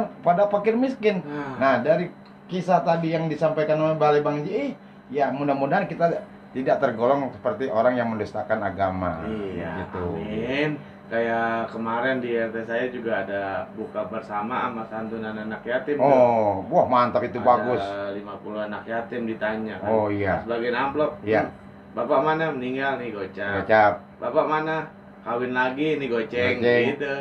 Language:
Betawi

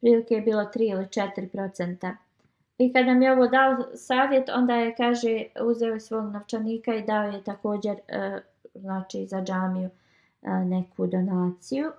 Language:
Bosnian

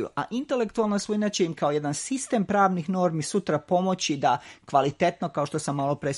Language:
Serbian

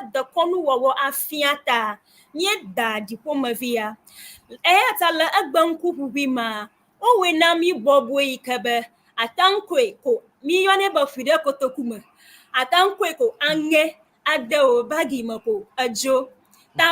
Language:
Ewe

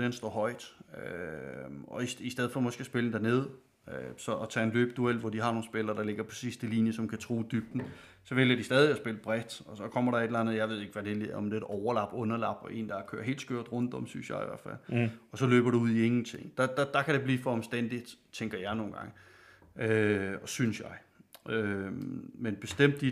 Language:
Danish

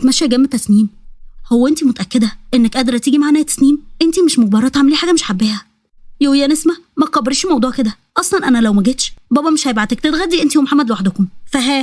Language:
Egyptian Arabic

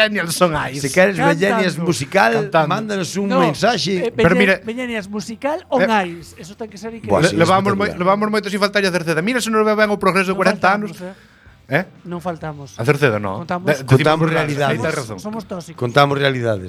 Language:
Galician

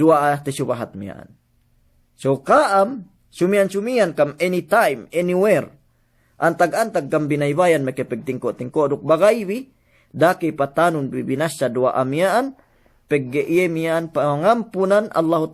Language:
Yakan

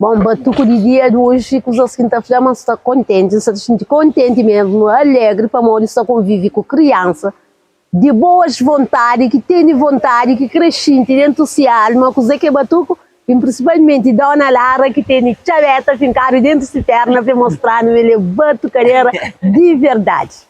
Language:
Kabuverdianu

